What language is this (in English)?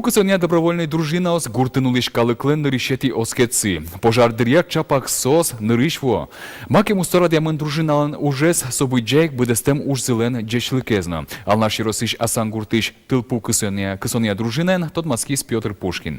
Udmurt